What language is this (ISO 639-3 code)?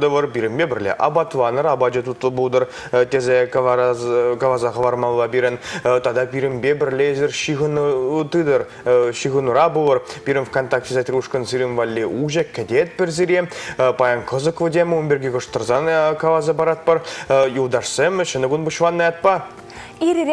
chv